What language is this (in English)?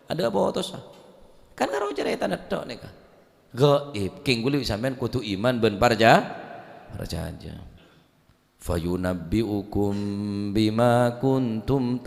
Madurese